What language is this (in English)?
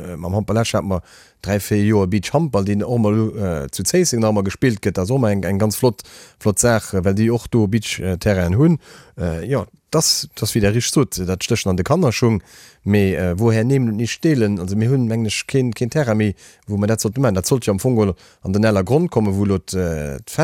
Luxembourgish